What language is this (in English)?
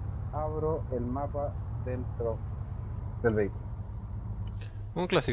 Spanish